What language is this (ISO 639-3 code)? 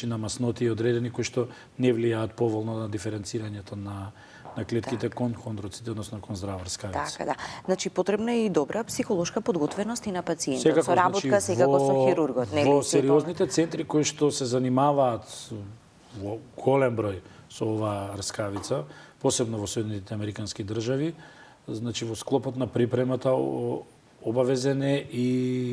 mkd